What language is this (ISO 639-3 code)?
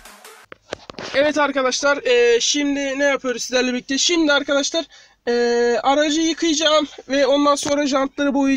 tur